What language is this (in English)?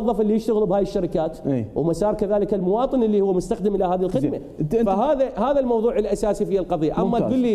Mesopotamian Arabic